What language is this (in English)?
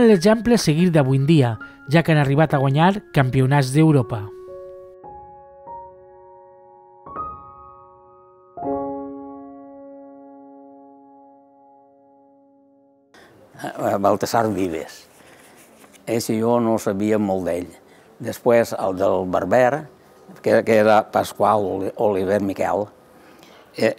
Catalan